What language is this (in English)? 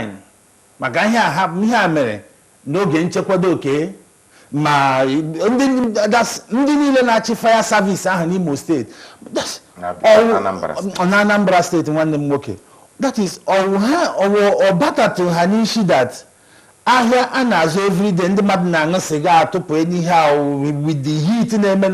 Igbo